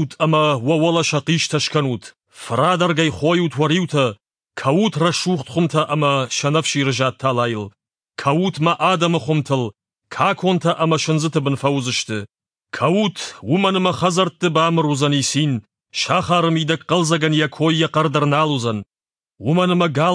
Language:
Ossetic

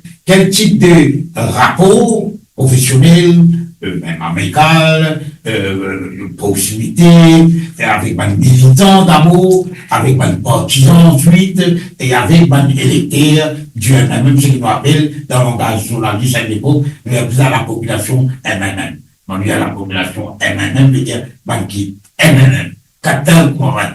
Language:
Morisyen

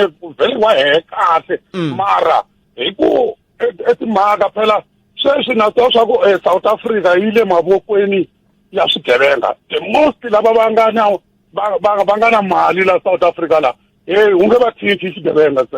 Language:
Tsonga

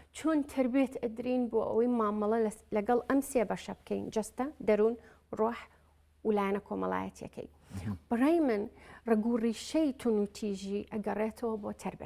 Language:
Central Kurdish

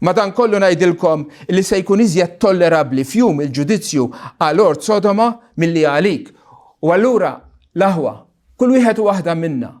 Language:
Maltese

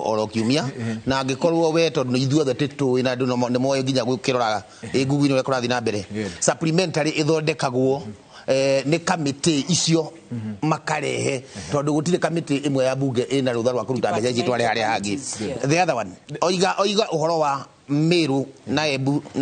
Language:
Kikuyu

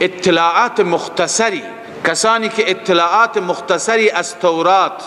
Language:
Persian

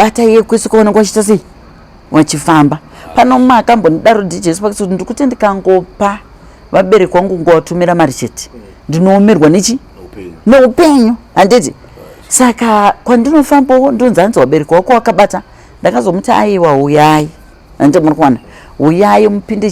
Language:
Shona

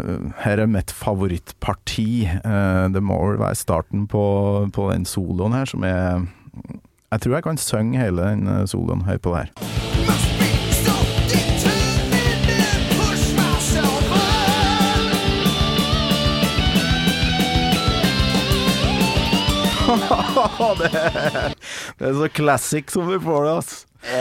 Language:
Norwegian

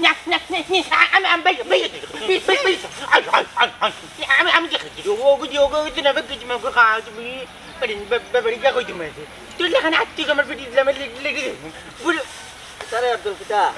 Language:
Sylheti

